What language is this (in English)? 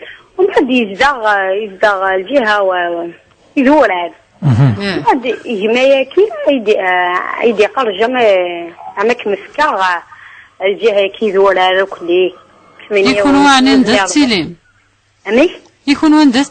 Kabyle